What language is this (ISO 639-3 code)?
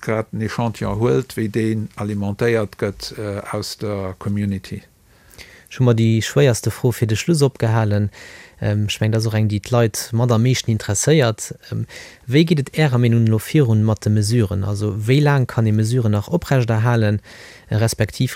ltz